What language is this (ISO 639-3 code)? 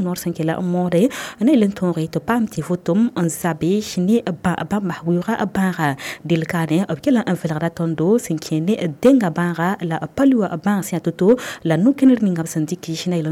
mos